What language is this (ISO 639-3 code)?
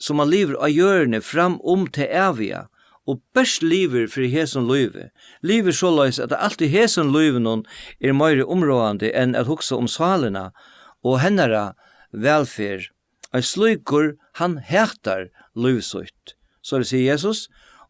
fao